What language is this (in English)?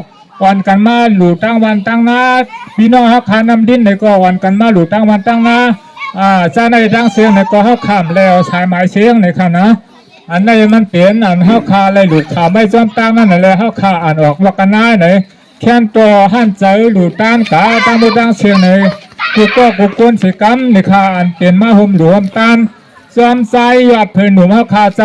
Shan